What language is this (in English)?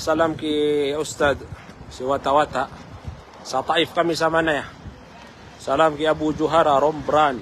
Maranao